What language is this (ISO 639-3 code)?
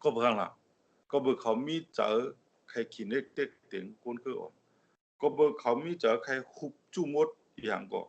shn